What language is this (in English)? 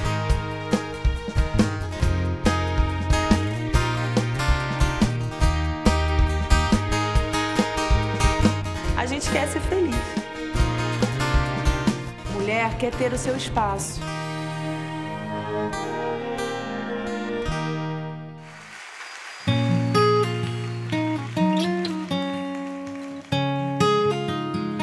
Portuguese